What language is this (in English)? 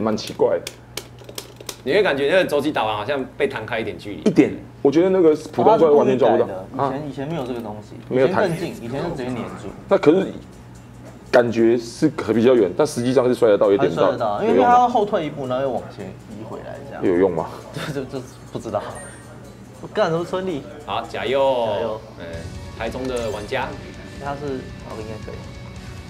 Chinese